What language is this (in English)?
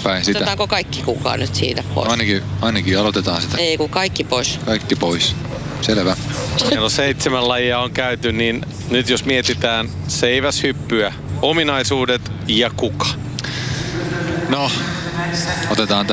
Finnish